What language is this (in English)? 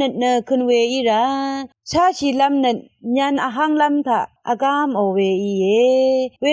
Rawang